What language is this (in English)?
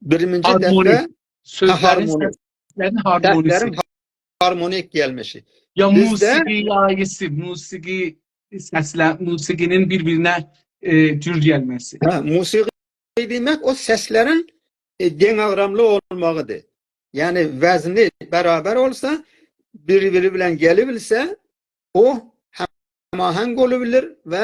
South Azerbaijani